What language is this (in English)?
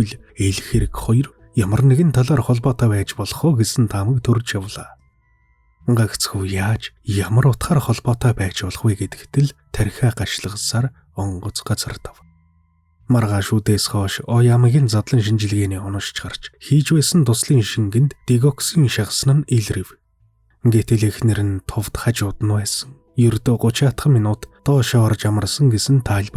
Mongolian